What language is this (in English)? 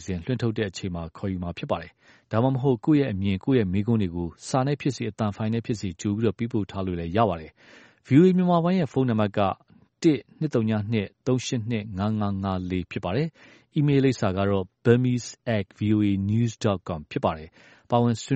Burmese